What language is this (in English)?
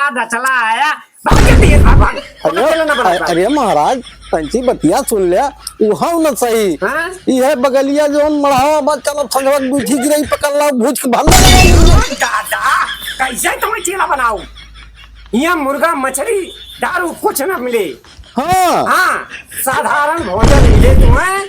Awadhi